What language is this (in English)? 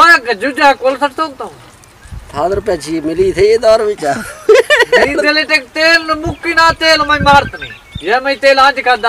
Saraiki